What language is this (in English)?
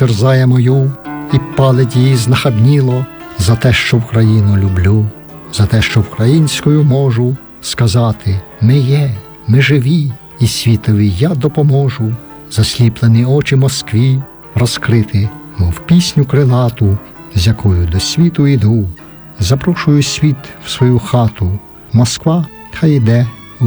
Ukrainian